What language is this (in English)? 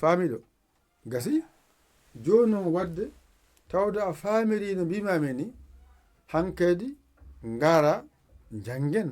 Fula